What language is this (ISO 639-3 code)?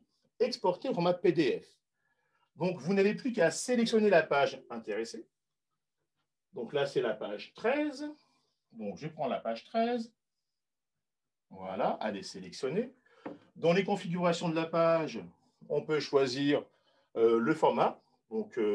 fra